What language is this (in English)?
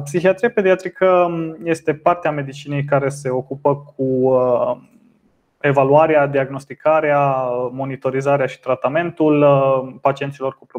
Romanian